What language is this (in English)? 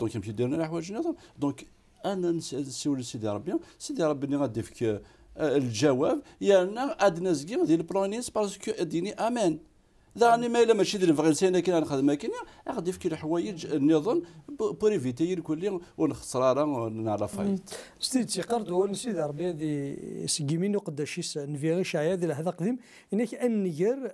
Kabyle